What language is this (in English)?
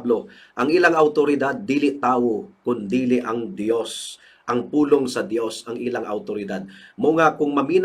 Cebuano